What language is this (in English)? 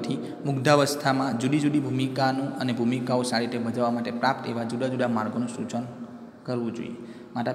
Gujarati